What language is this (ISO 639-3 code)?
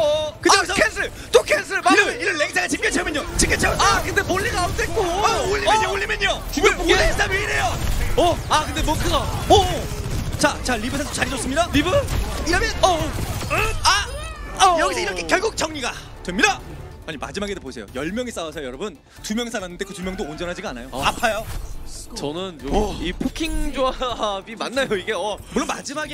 kor